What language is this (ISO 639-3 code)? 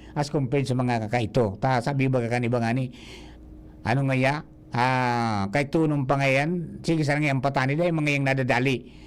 bik